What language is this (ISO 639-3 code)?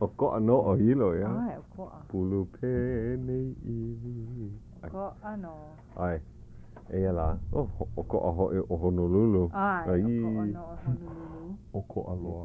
haw